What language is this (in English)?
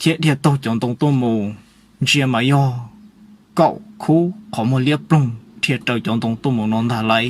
Hmong